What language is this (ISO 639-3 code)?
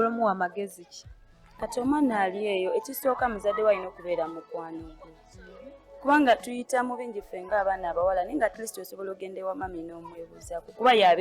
lug